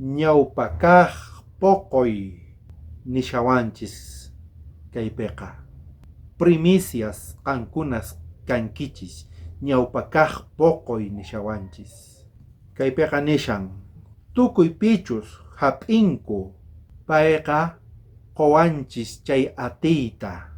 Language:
South Bolivian Quechua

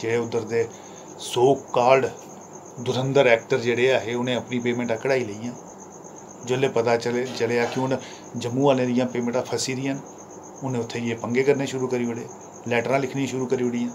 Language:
Dogri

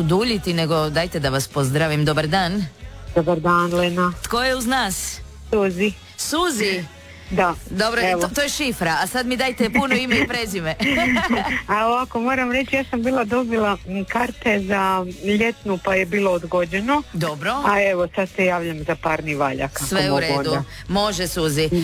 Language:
Croatian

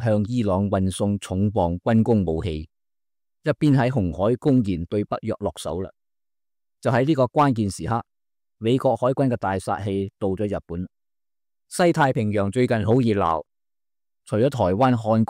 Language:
Cantonese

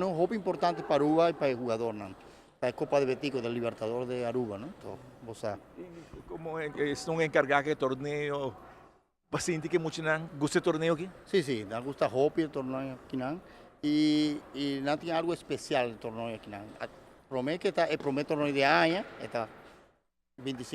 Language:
Papiamento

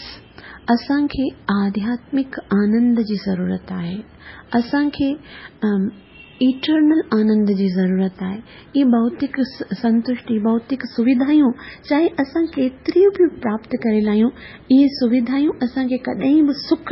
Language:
Sindhi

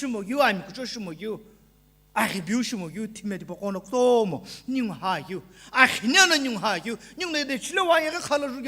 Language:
Sumi Naga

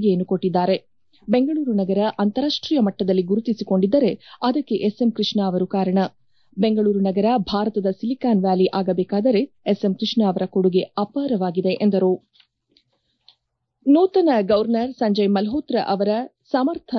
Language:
Kannada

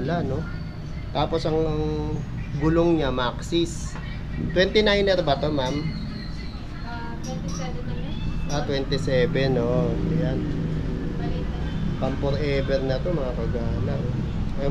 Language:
Filipino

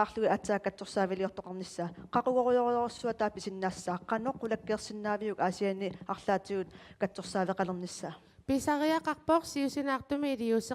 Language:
Kalaallisut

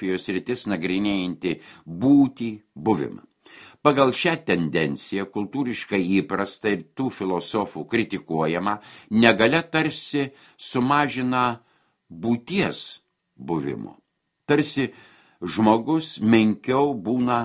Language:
Lithuanian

